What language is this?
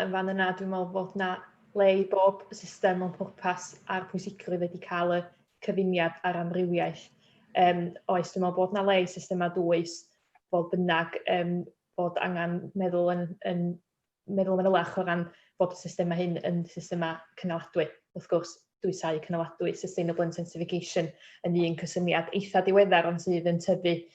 Welsh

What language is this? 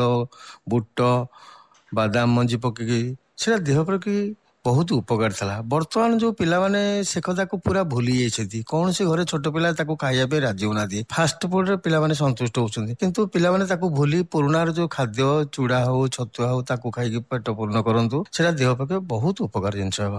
Odia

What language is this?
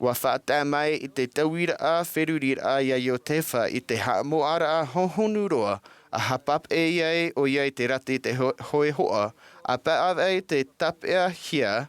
Tahitian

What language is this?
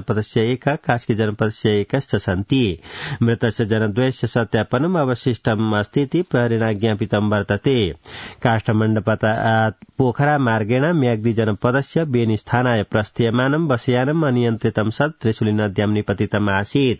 Sanskrit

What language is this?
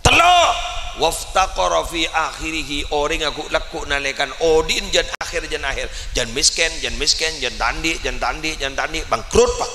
Madurese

